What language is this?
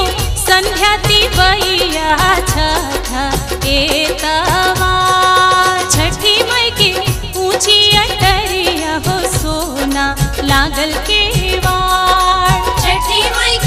Bhojpuri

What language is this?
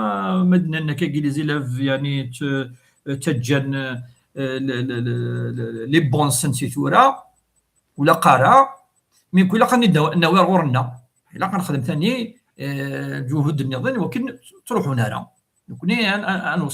Kabyle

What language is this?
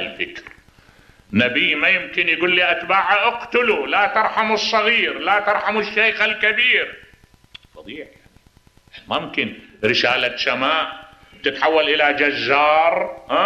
Mesopotamian Arabic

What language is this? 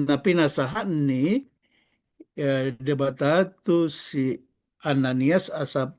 Batak Toba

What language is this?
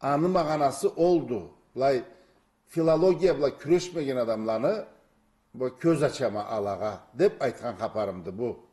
Karachay-Balkar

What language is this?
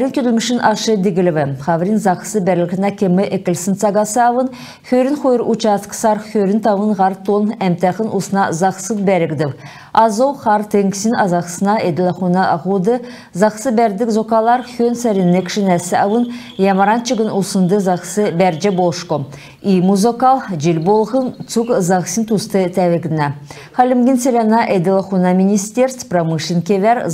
Kalmyk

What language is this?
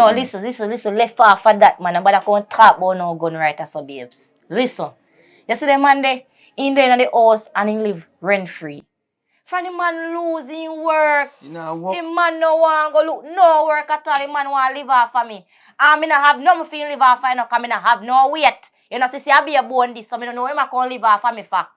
Jamaican Creole English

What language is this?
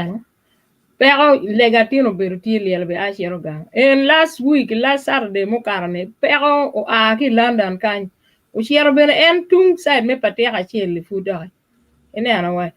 Acoli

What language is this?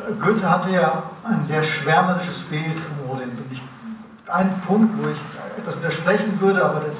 German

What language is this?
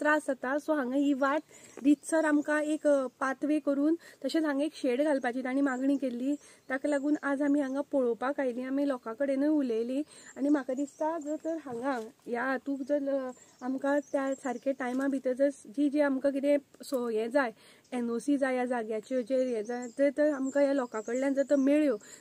Konkani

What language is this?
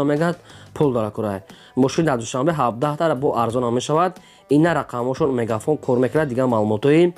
Tajik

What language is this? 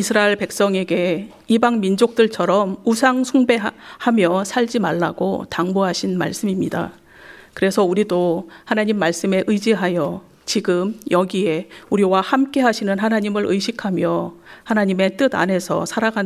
Korean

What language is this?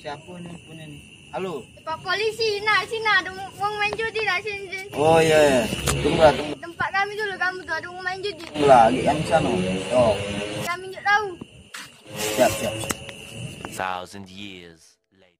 Musi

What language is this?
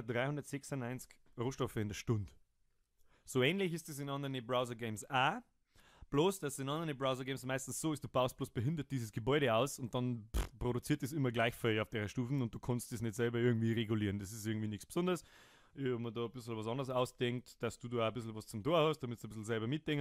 Bavarian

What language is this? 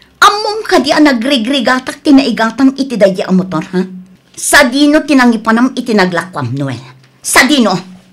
Iloko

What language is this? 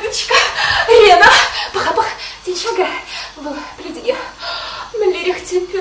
Chuvash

